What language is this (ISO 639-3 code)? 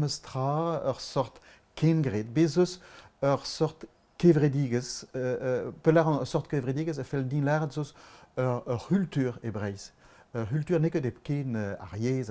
bre